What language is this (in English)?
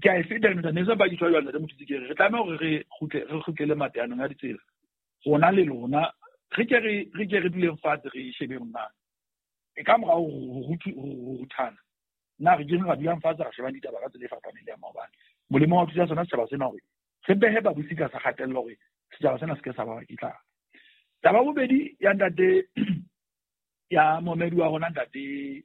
Southern Sotho